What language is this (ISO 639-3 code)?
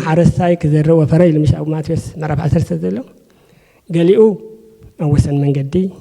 tir